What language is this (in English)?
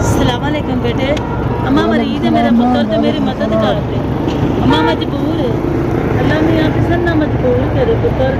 Saraiki